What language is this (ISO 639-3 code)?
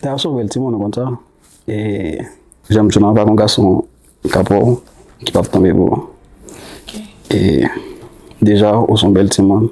hat